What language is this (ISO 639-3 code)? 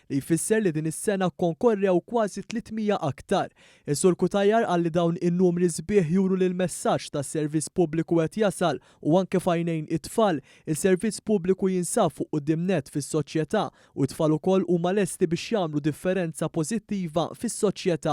mlt